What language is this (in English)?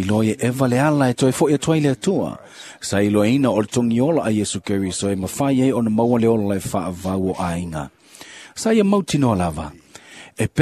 Samoan